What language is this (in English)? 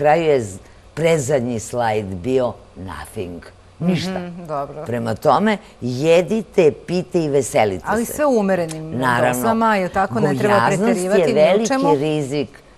Serbian